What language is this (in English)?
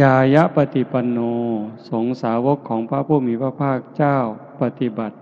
Northeastern Thai